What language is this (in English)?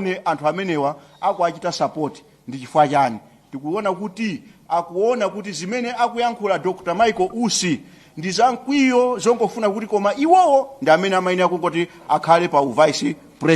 Nyanja